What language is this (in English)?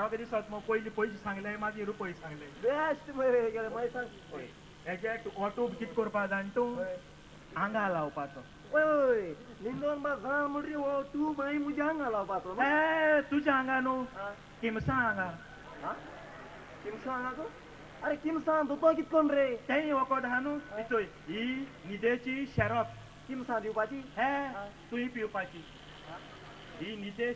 Konkani